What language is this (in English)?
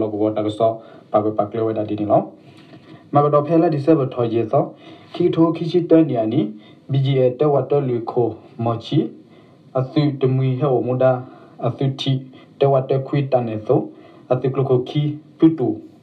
S'gaw Karen